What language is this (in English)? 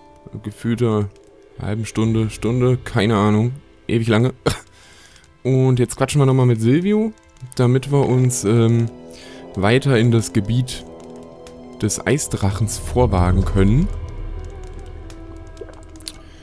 German